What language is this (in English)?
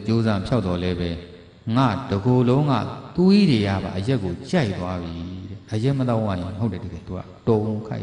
Burmese